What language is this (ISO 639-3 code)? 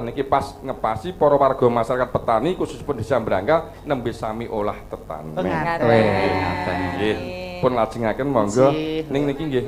jav